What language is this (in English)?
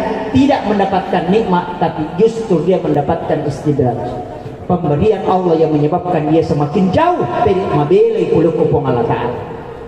Buginese